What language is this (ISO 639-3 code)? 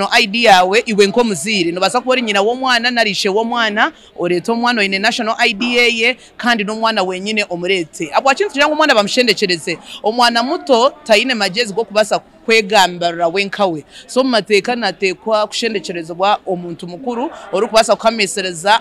nyn